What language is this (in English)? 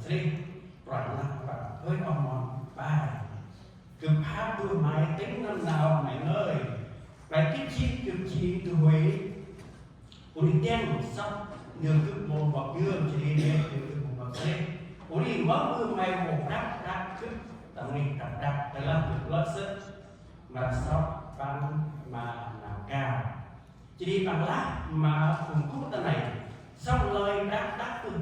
Central Mnong